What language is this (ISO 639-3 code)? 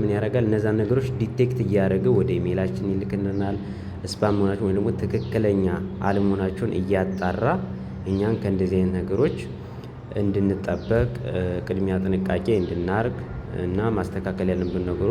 amh